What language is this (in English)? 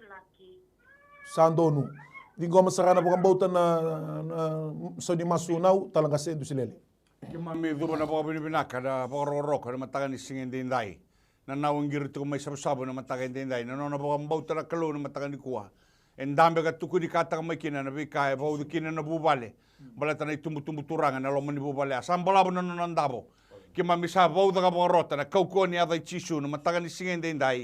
Fijian